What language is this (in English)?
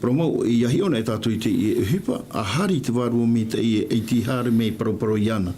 Tahitian